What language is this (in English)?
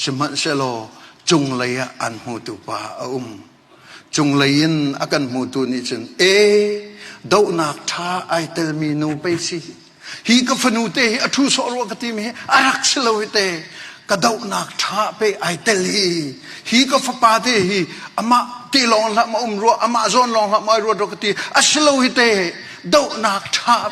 Hakha Chin